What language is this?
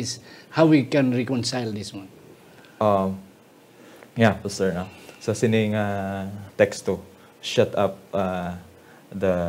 Hiligaynon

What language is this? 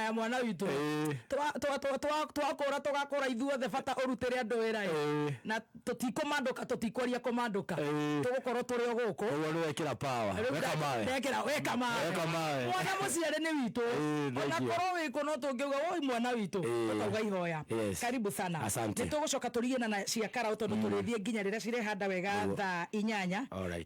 Kikuyu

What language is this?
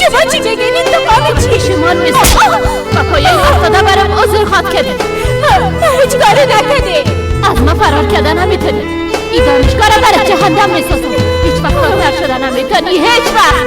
Persian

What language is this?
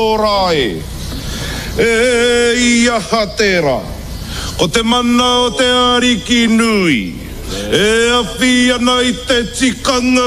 Māori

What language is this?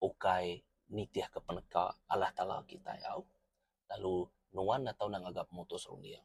Iban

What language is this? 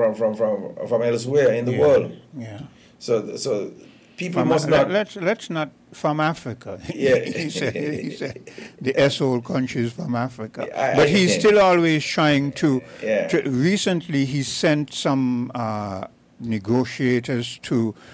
English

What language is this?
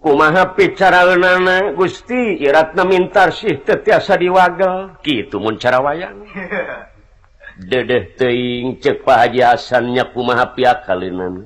Sundanese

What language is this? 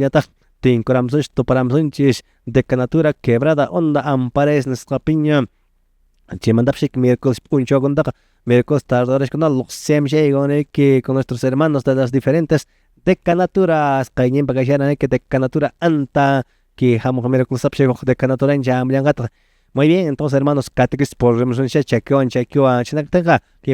Quechua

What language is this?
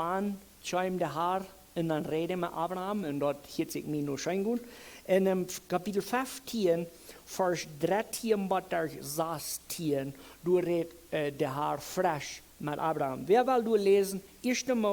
Plautdietsch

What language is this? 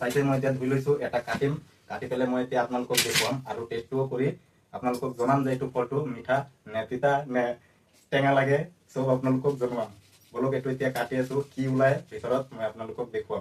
Assamese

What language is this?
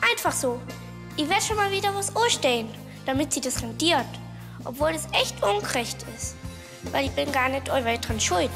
Bavarian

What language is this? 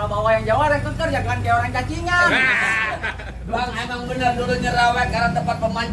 Betawi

